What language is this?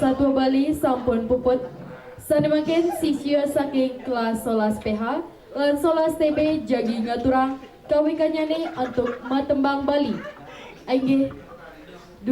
Balinese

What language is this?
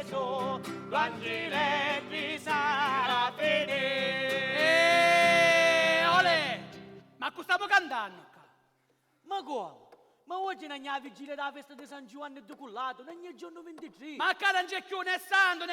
Sicilian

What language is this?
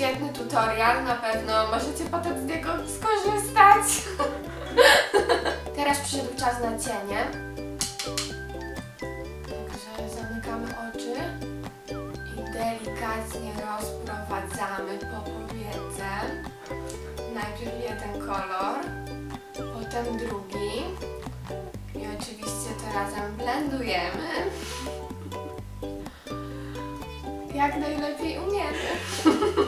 Polish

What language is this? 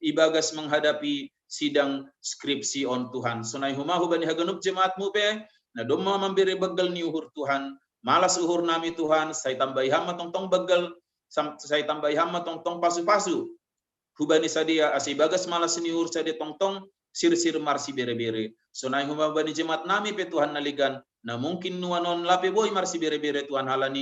Batak Simalungun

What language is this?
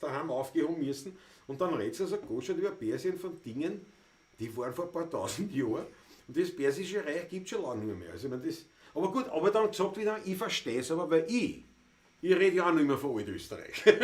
Bavarian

